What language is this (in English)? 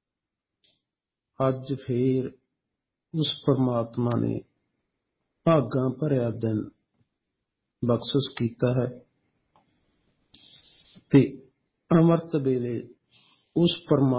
Punjabi